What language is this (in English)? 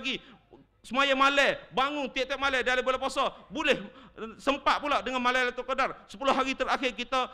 Malay